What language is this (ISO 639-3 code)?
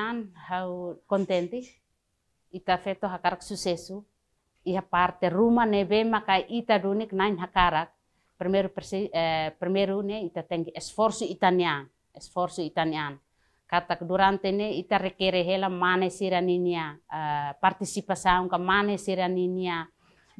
tet